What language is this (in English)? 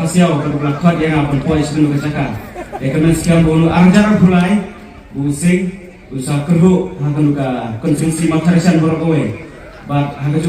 Khasi